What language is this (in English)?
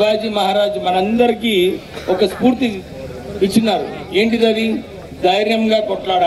Telugu